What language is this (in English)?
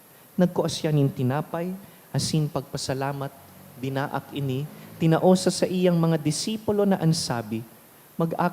Bikol